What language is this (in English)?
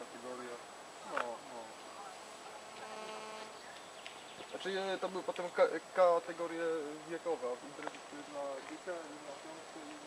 Polish